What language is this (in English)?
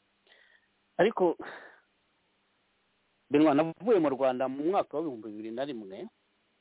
Kinyarwanda